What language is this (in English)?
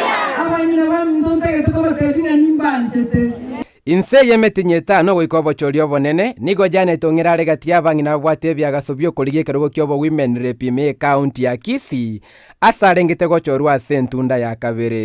Gusii